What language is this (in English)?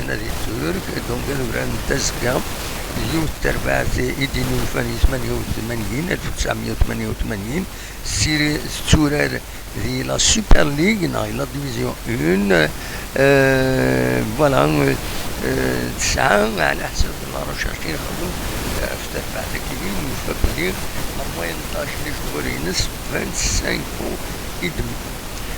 Kabyle